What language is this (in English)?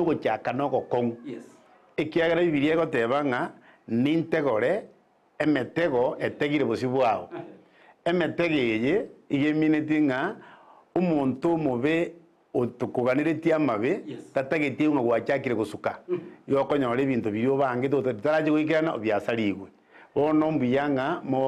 Gusii